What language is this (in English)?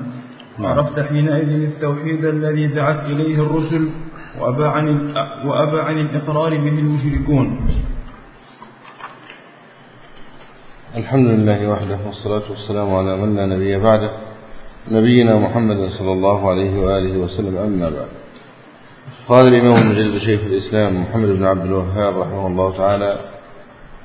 Arabic